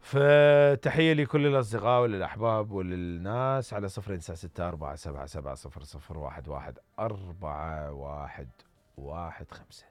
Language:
Mesopotamian Arabic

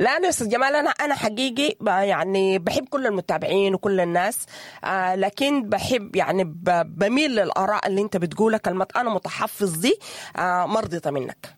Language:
Sudanese Arabic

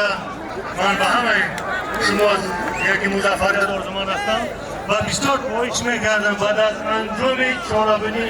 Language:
Tajik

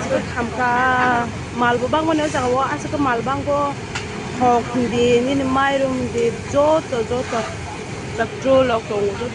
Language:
Kok Borok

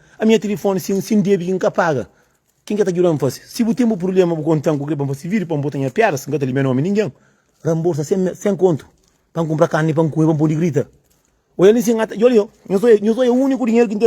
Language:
Kabuverdianu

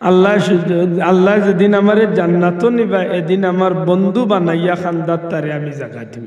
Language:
Sylheti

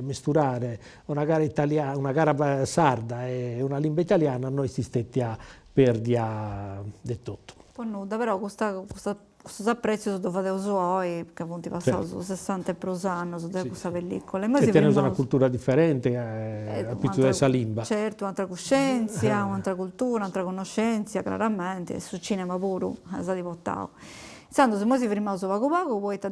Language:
Sardinian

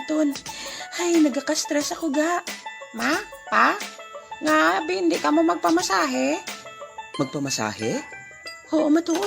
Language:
Hiligaynon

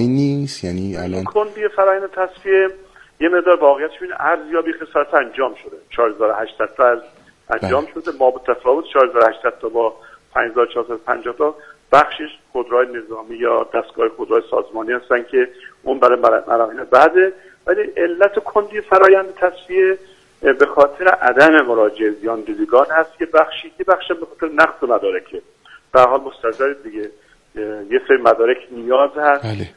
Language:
Persian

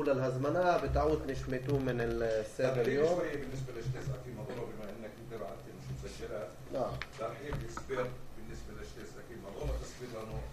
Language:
North Levantine Arabic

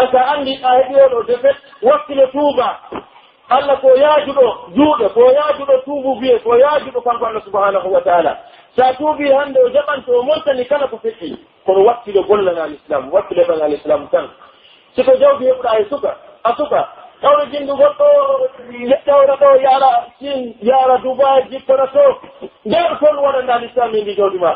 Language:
Pular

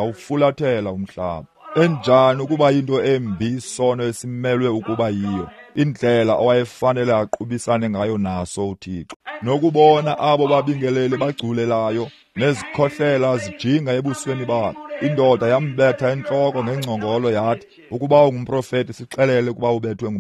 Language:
Xhosa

